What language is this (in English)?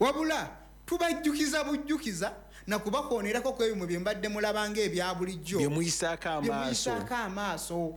Ganda